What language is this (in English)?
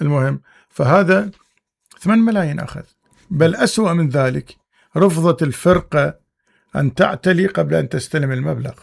Mesopotamian Arabic